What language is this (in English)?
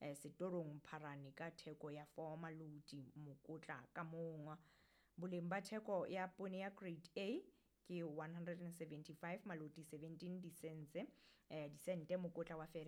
Southern Sotho